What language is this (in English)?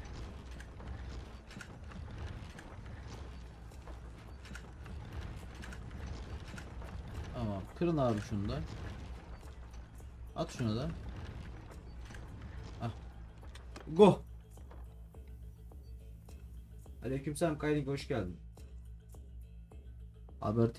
Turkish